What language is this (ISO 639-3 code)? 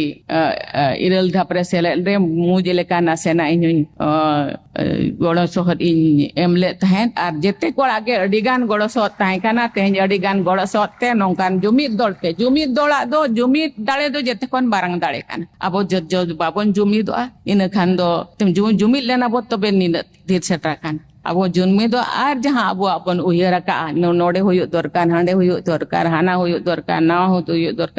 sat